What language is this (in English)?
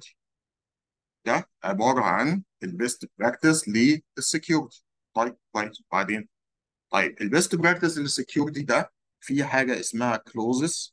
Egyptian Arabic